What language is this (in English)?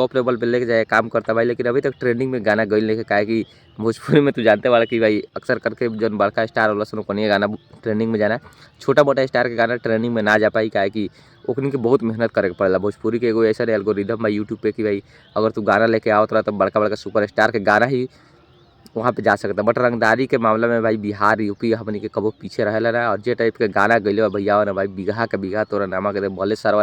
Bhojpuri